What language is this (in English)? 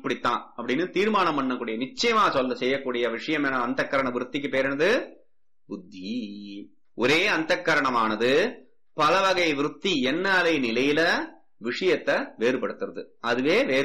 Tamil